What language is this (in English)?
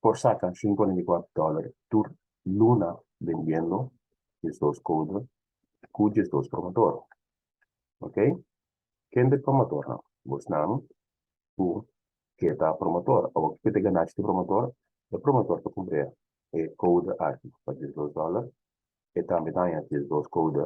Papiamento